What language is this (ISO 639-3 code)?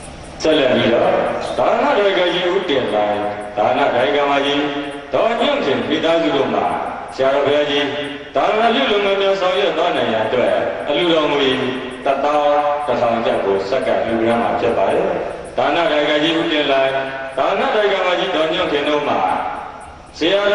mya